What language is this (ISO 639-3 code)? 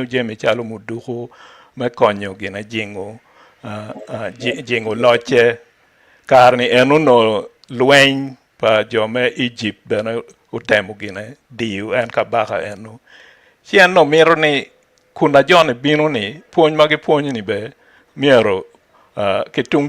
ach